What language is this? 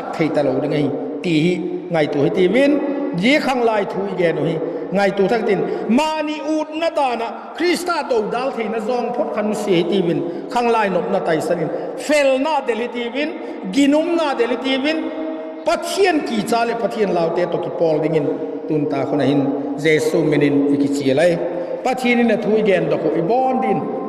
Vaiphei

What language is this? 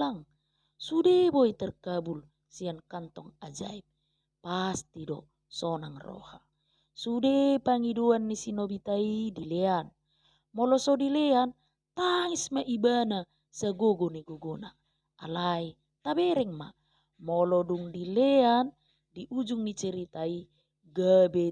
Batak Toba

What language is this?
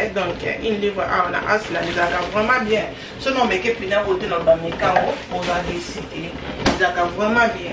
Lingala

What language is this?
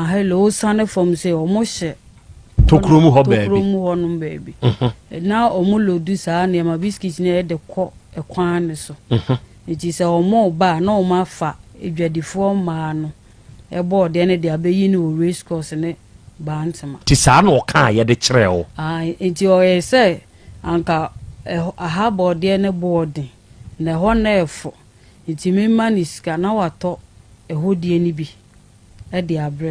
Akan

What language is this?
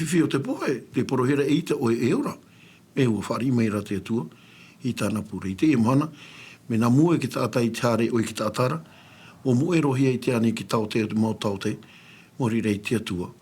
Tahitian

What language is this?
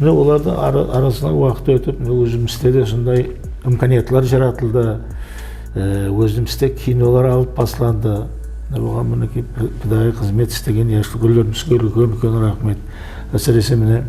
Kara-Kalpak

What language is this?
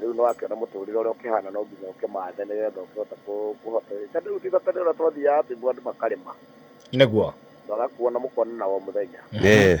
Kikuyu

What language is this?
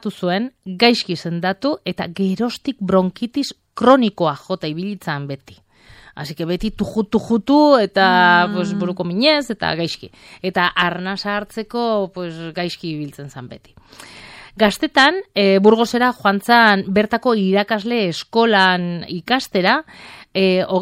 Basque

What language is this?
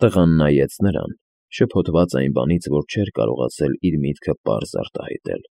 Armenian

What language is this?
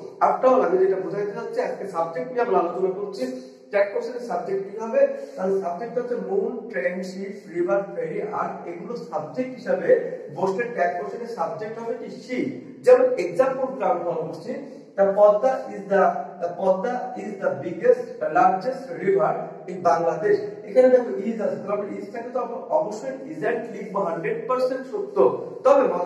Bangla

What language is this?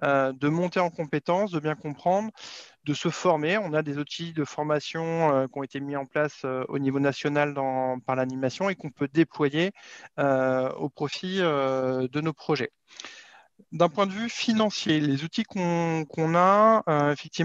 French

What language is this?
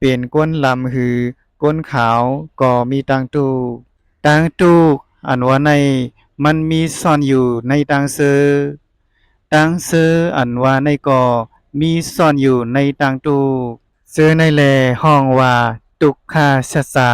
Shan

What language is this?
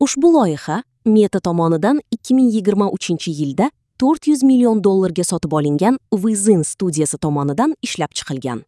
Uzbek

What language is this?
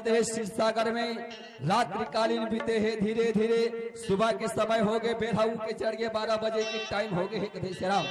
Chhattisgarhi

